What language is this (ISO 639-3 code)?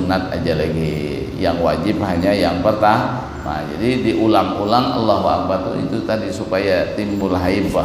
bjn